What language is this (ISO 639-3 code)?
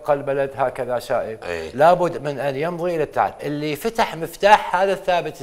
acm